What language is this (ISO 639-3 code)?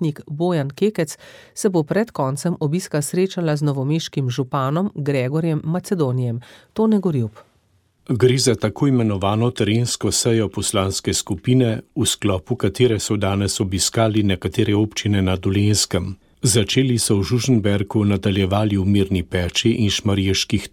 slv